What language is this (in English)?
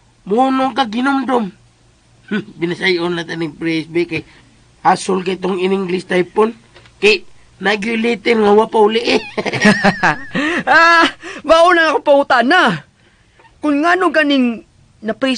Cebuano